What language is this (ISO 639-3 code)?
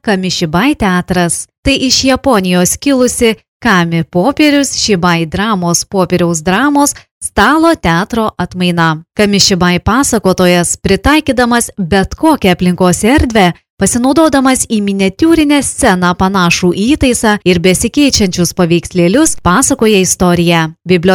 lit